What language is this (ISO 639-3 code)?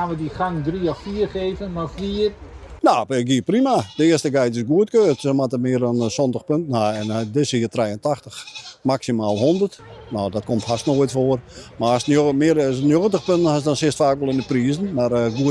fry